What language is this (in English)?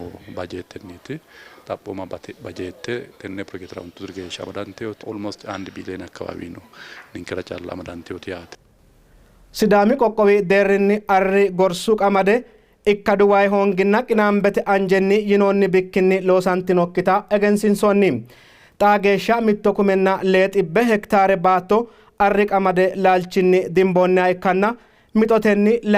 Sidamo